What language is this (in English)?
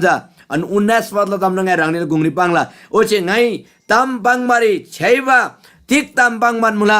Eastern Tamang